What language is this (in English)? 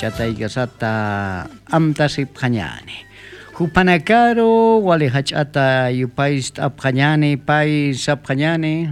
Aymara